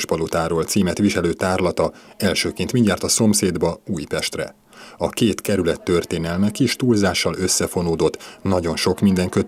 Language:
Hungarian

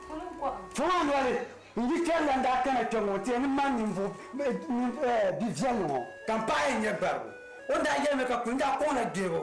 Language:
Dagbani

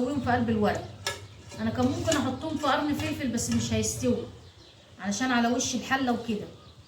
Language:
Egyptian Arabic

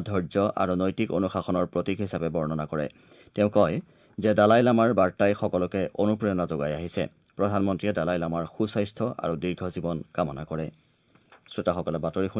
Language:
Assamese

